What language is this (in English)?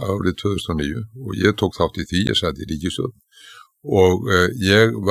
Icelandic